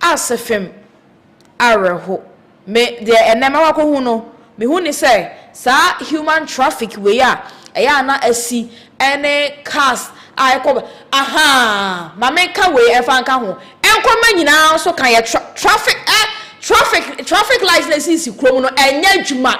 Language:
Akan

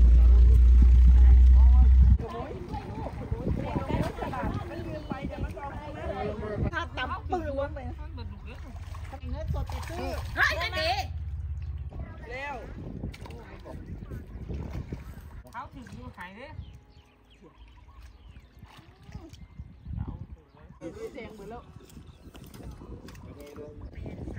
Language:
Thai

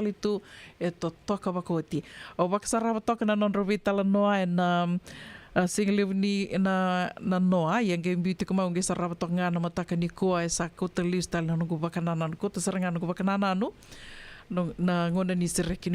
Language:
Fijian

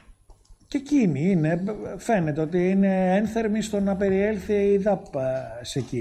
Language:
Greek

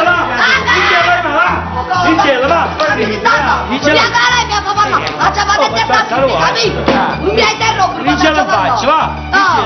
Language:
Neapolitan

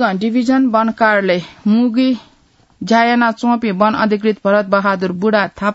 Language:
Newari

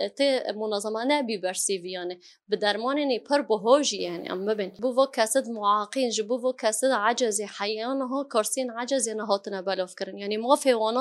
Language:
Kurdish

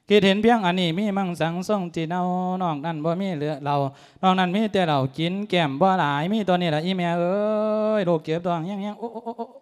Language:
Lao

